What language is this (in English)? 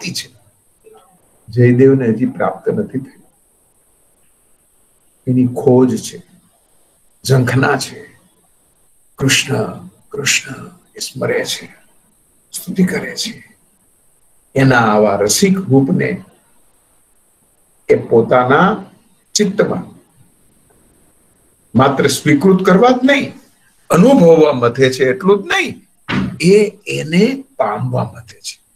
Gujarati